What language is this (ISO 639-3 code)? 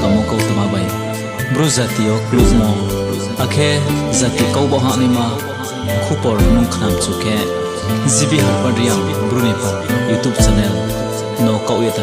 ria